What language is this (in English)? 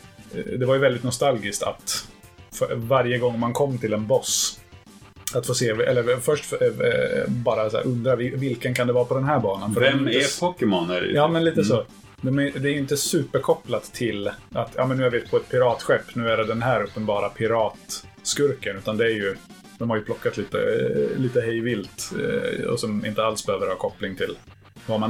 Swedish